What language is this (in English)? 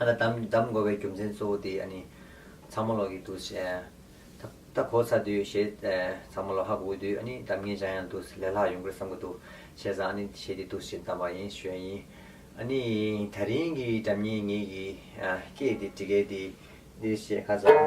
Tibetan